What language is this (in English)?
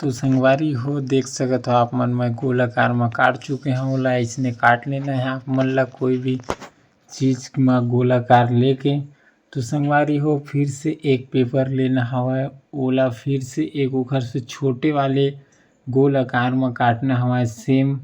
Chhattisgarhi